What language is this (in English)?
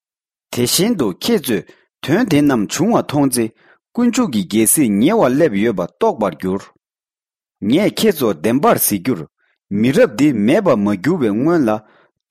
Tibetan